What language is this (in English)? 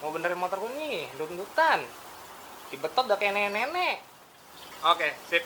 Betawi